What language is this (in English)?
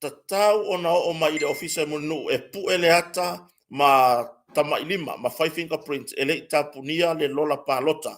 Samoan